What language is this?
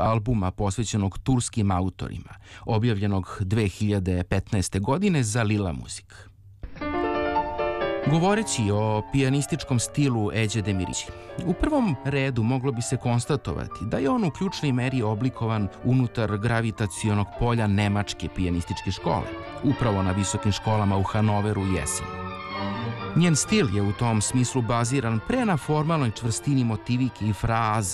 Serbian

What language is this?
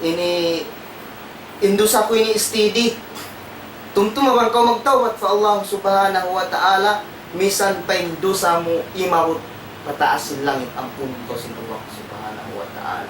Tausug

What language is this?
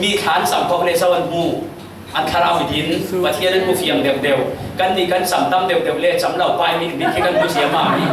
Falam Chin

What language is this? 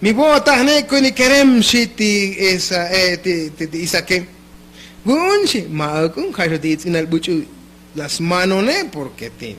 Tzotzil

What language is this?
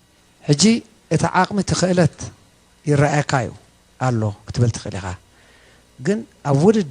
Tigrinya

